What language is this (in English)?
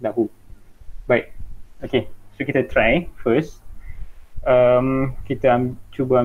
Malay